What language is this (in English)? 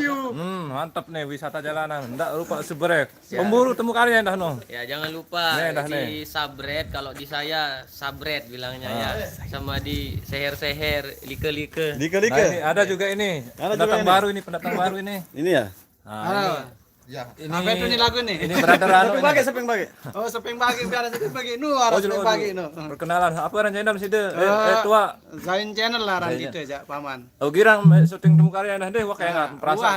Sasak